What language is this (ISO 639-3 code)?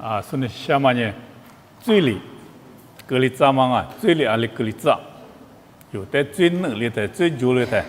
lis